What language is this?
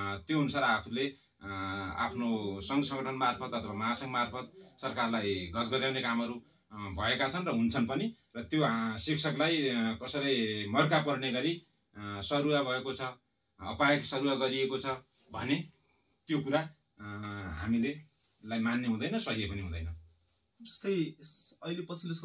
Nepali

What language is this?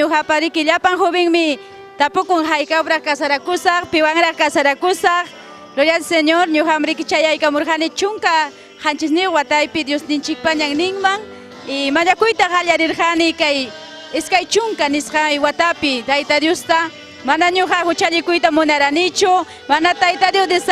Ayacucho Quechua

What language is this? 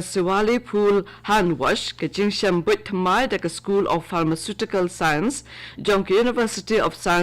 Khasi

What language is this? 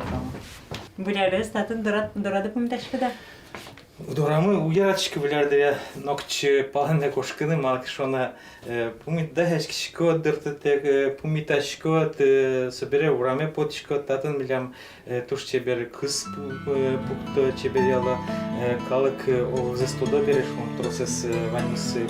Udmurt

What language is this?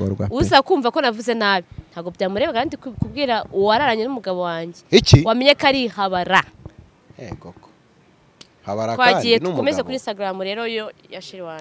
Kinyarwanda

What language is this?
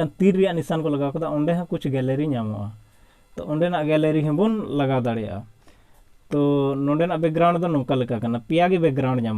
Santali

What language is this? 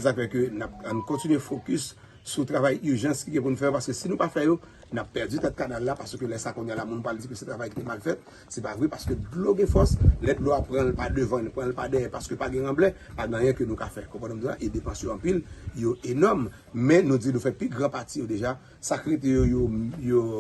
Haitian Creole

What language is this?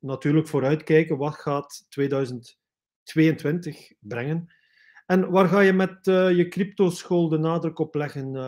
Dutch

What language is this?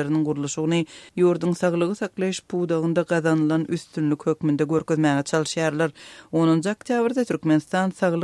Turkmen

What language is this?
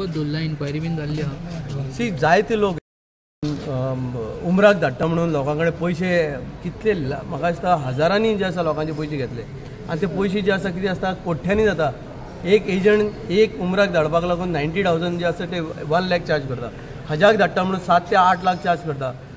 Konkani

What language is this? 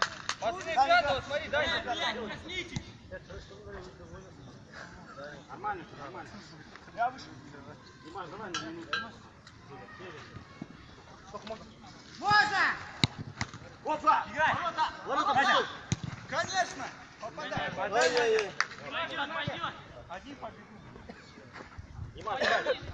Russian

